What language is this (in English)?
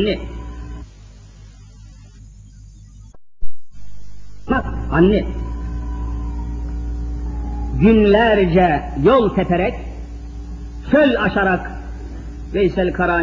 Turkish